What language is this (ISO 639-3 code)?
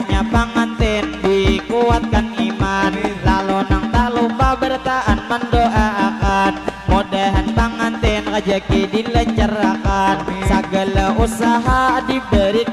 bjn